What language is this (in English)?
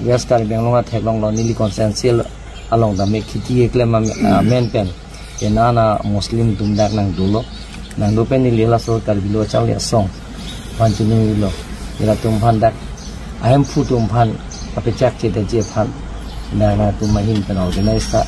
Karbi